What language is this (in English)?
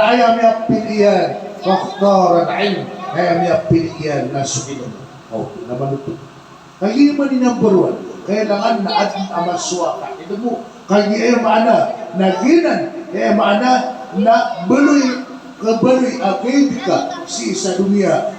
Maranao